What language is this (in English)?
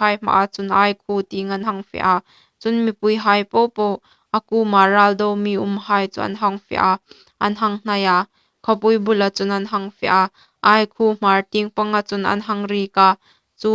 Hmar